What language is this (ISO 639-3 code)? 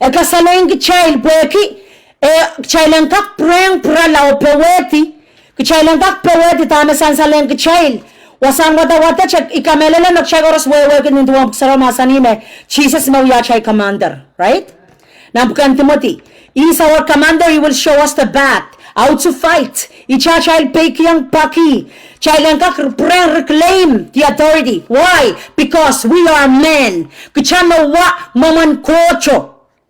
pon